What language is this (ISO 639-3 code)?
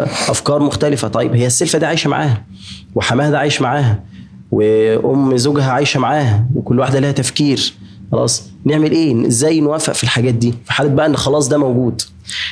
arz